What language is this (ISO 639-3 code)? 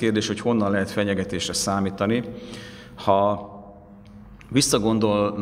hun